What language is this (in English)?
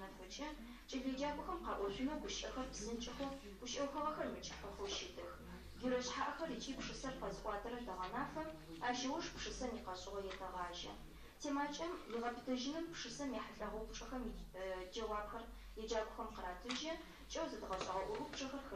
Adyghe